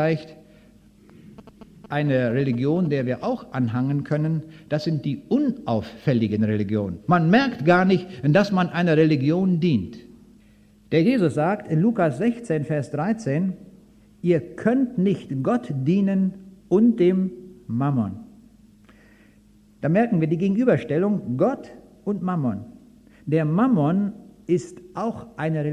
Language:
German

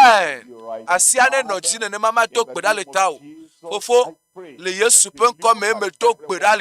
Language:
Ewe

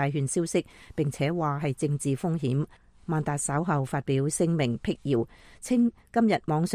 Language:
Cantonese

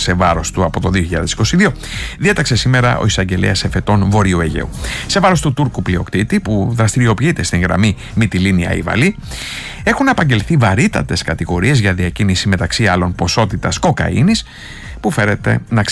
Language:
Greek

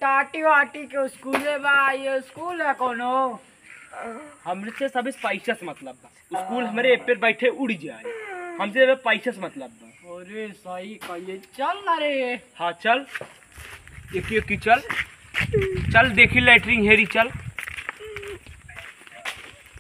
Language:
Bhojpuri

